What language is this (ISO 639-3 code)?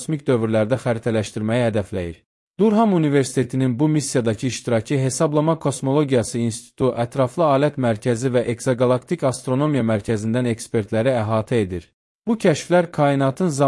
aze